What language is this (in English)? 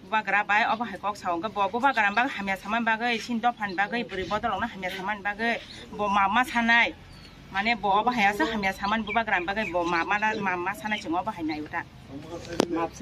Kok Borok